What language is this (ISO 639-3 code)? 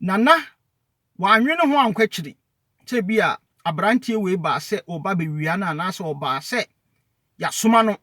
aka